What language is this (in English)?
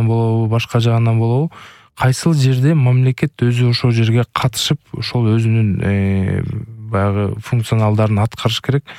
Kyrgyz